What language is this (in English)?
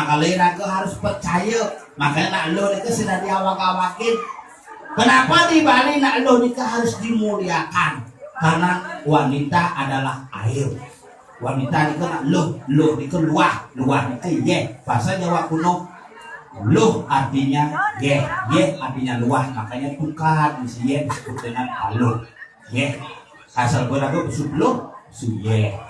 Balinese